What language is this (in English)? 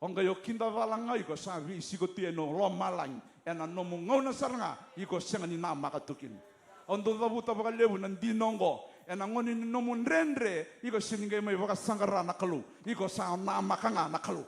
Fijian